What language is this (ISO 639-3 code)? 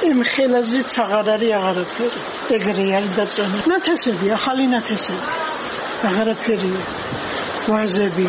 kat